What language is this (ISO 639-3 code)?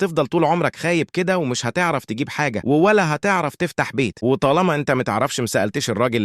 arz